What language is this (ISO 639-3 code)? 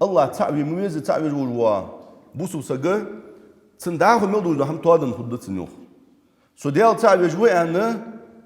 inh